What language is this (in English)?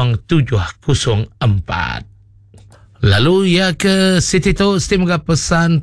Iban